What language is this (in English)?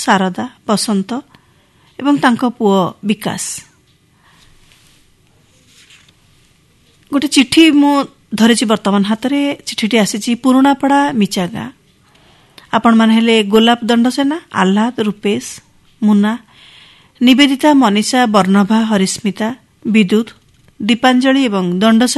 Odia